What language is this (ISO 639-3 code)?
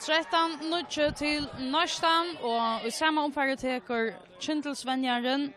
fao